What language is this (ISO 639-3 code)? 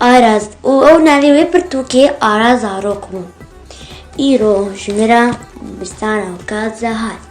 kur